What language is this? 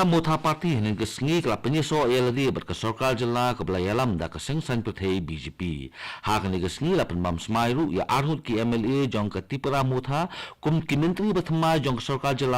Khasi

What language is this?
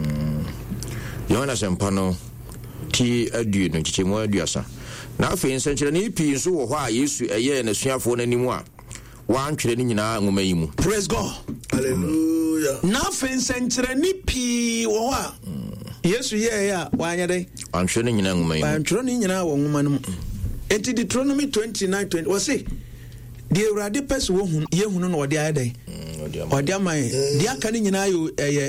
Akan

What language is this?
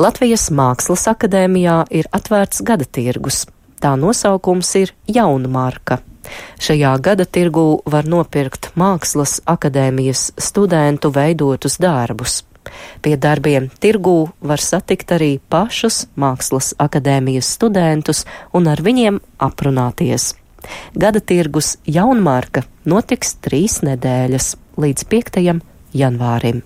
Latvian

